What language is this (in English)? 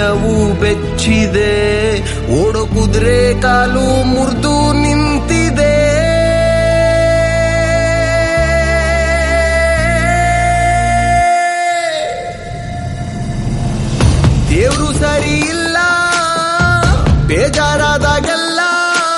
Kannada